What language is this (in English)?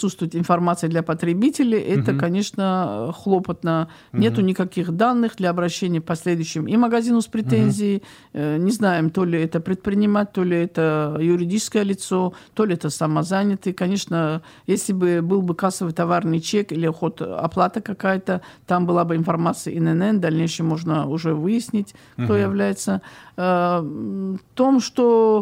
Russian